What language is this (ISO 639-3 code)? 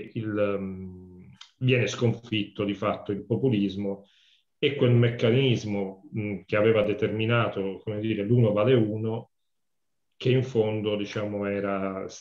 ita